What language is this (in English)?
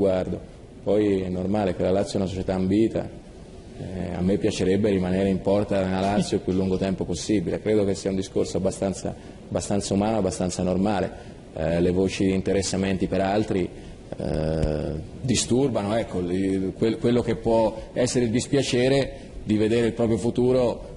Italian